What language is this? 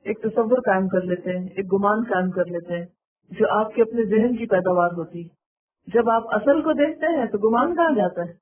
Urdu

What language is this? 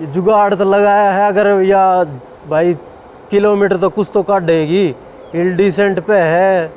Haryanvi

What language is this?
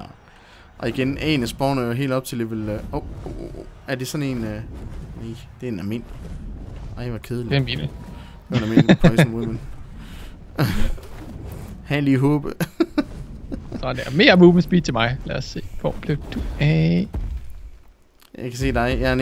Danish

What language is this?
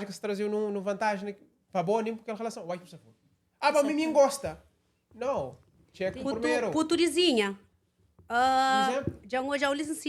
Kabuverdianu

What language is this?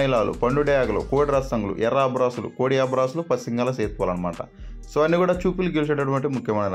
Telugu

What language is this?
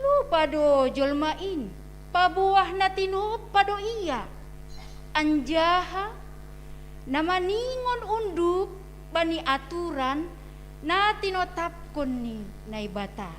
Batak Simalungun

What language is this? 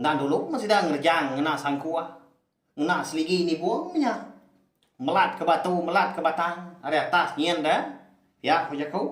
Iban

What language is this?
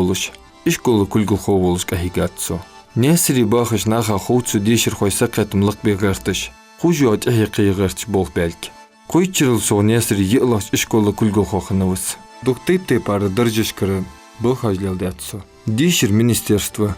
Ingush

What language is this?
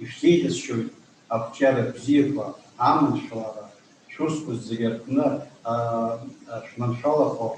Abkhazian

